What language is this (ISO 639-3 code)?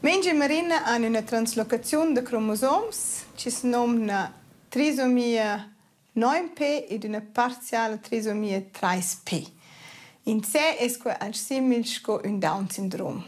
roh